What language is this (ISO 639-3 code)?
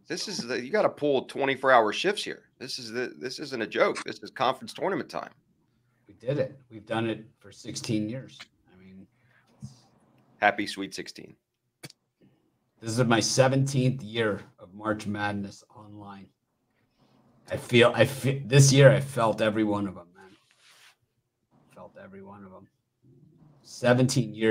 eng